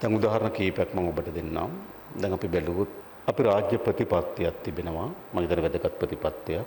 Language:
Sinhala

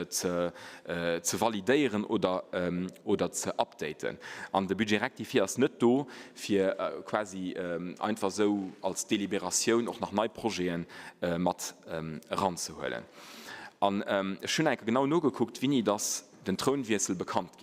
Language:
Luxembourgish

